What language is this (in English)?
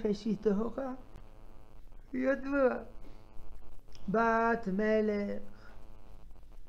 Hebrew